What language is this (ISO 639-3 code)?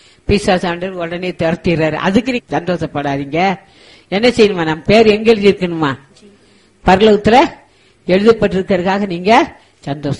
tam